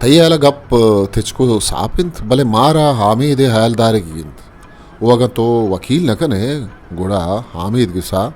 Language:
Eastern Balochi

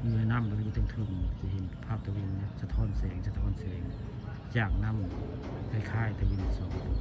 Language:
Northeastern Thai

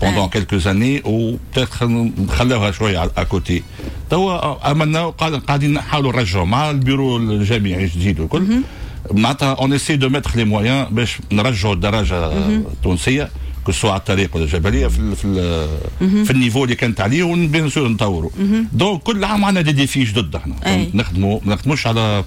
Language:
Tunisian Arabic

